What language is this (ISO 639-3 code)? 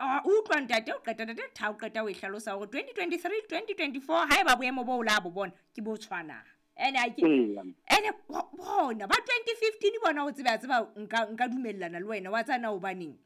sot